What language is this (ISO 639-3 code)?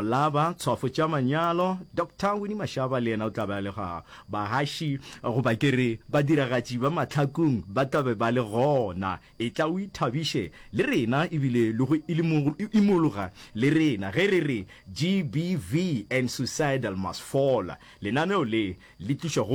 nso